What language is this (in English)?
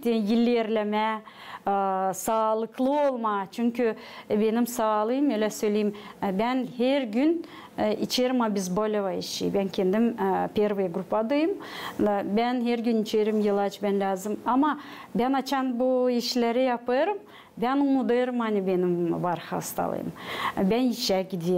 Gagauz